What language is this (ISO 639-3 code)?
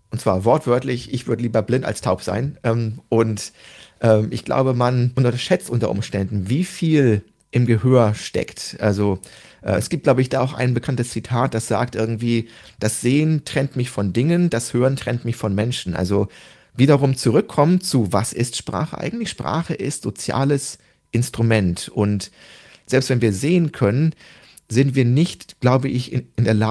deu